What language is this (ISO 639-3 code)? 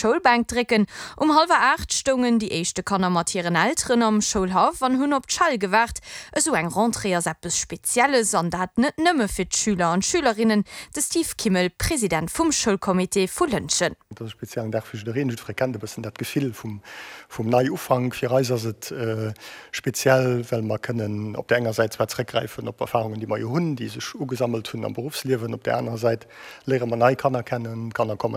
ltz